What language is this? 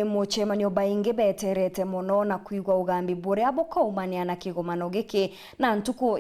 Meru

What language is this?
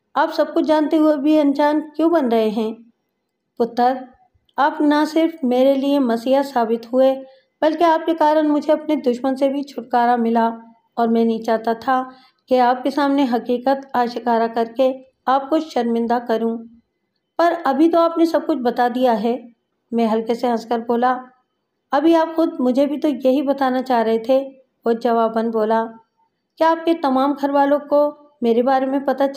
Urdu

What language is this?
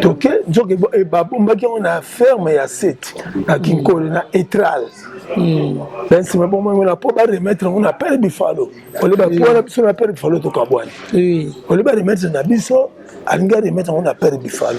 Lingala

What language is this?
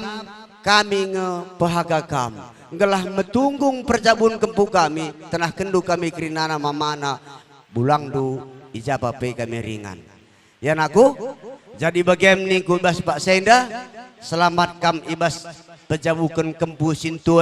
Batak Karo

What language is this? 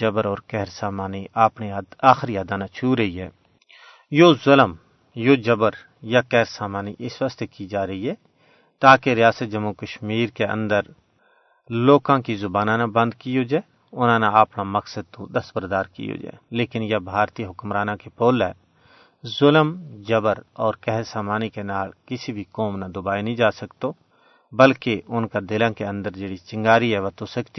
Gujari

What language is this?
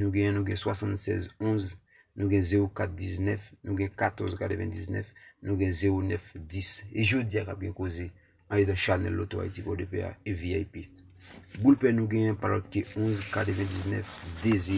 Haitian Creole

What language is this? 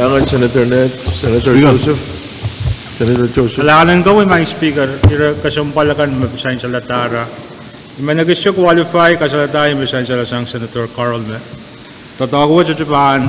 Pohnpeian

